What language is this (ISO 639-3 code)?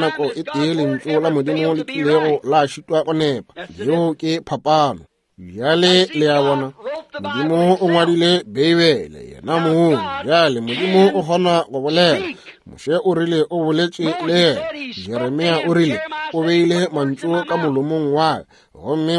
nso